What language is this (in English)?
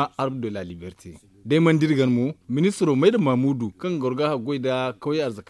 Zarma